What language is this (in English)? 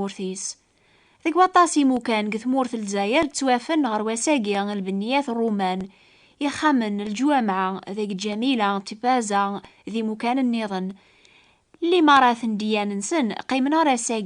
Kabyle